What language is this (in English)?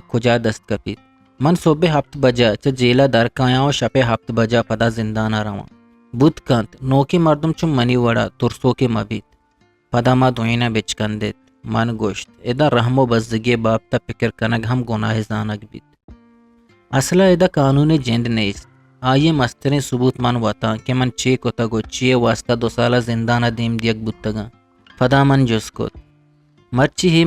Eastern Balochi